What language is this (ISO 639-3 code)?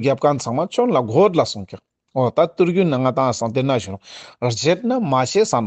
lbj